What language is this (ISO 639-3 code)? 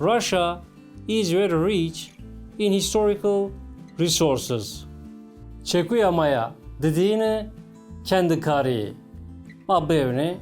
zza